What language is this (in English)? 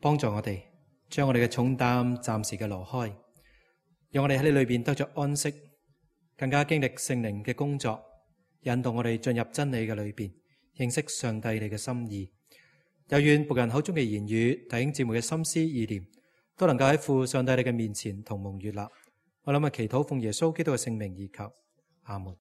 Cantonese